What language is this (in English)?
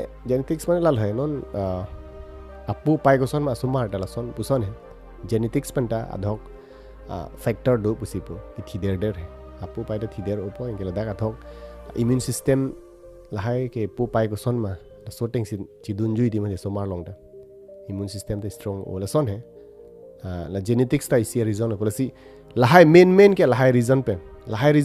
Karbi